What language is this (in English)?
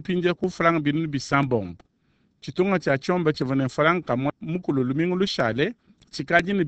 Luba-Lulua